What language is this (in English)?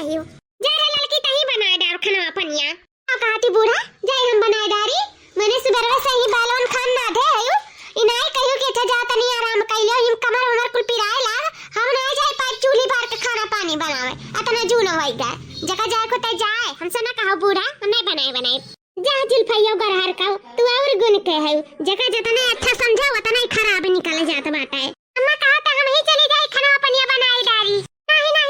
Awadhi